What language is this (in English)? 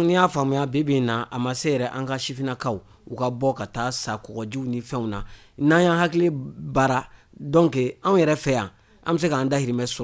Bambara